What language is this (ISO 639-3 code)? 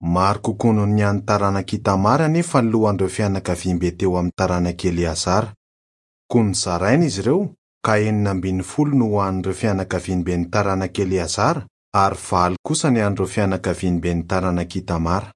mlg